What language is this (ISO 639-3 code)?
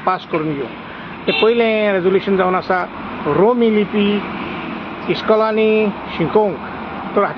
kok